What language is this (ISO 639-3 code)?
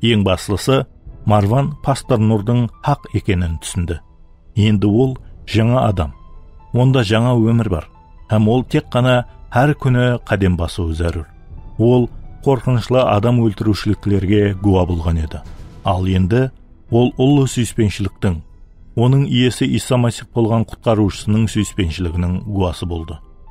kaa